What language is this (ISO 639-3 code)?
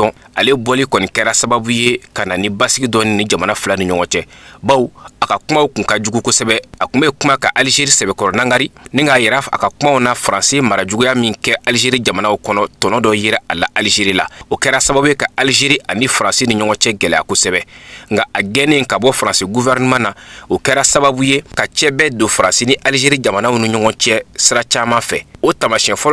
bam